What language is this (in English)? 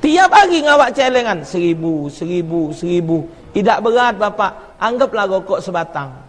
Musi